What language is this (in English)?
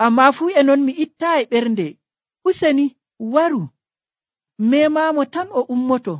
Nigerian Fulfulde